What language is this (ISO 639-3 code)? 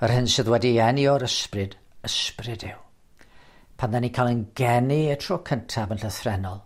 cym